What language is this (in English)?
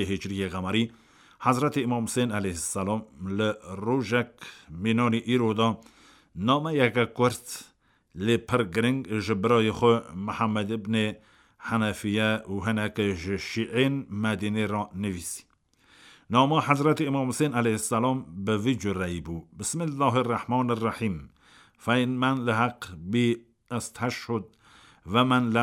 Kurdish